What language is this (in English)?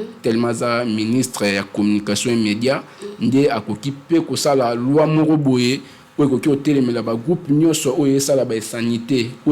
Lingala